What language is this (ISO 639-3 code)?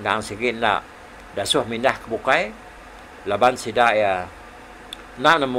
iba